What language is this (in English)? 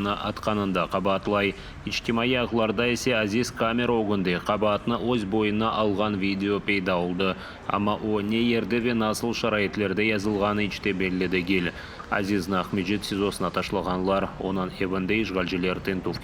Crimean Tatar